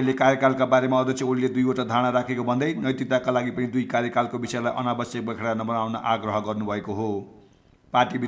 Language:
Nepali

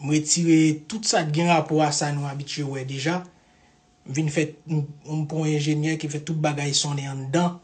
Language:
Haitian Creole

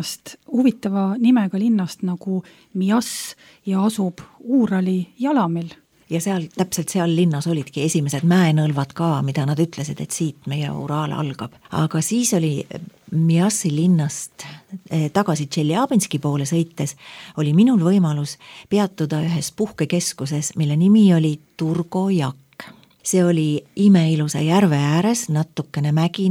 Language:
Estonian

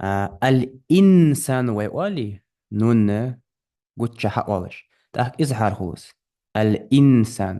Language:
Ingush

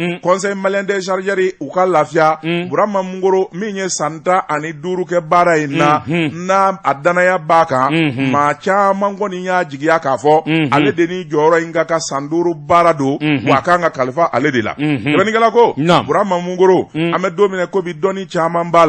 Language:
Bambara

